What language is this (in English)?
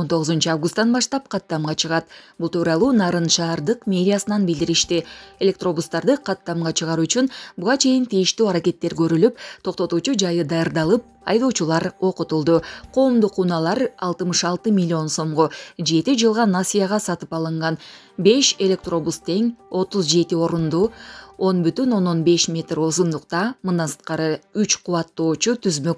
Kyrgyz